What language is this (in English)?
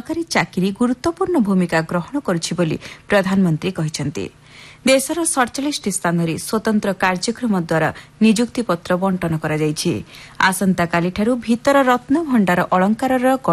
Odia